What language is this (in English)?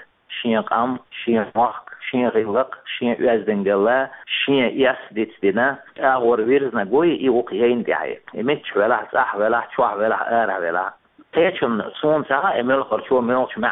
Chechen